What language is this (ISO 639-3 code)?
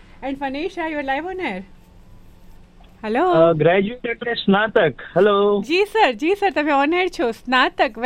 guj